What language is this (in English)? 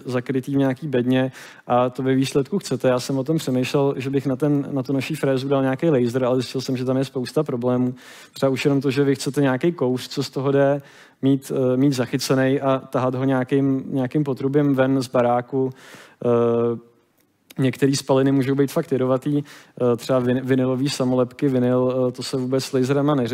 Czech